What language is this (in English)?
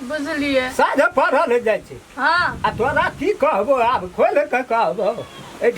Maithili